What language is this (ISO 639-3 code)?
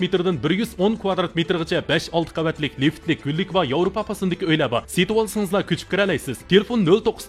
uig